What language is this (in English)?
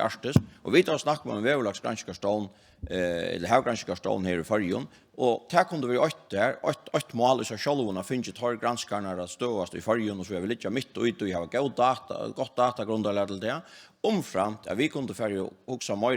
Faroese